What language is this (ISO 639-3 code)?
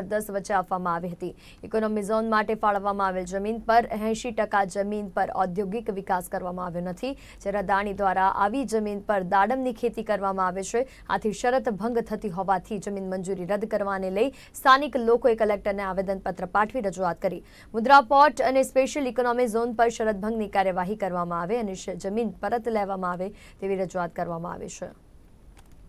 guj